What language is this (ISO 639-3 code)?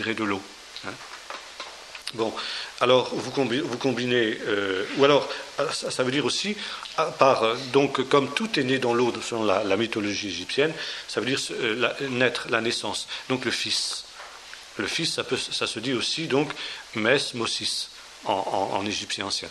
fra